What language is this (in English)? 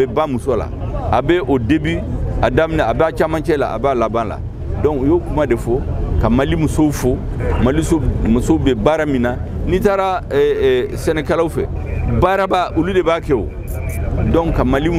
Bambara